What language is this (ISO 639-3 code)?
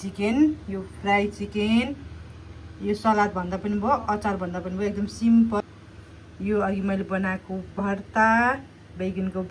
nep